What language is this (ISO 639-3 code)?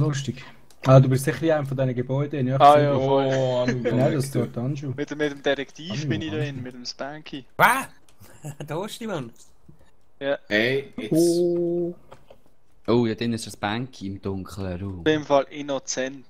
gsw